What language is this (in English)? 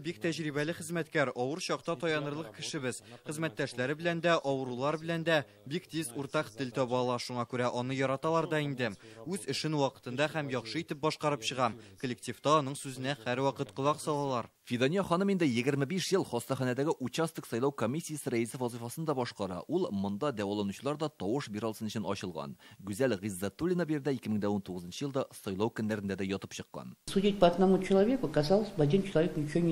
Tatar